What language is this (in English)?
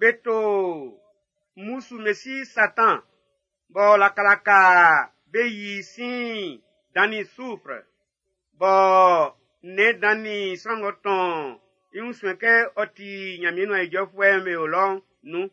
Baoulé